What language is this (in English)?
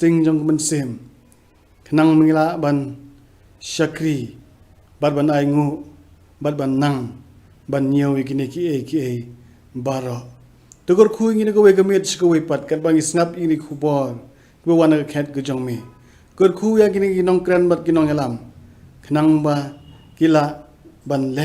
Khasi